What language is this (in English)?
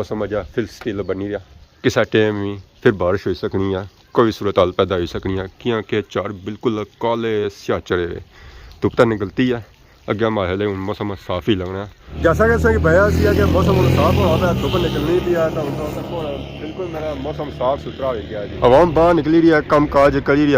Pahari-Potwari